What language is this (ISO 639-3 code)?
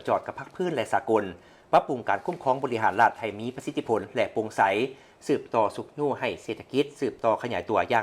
lao